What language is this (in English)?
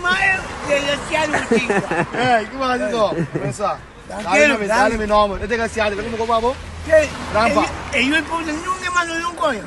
Papiamento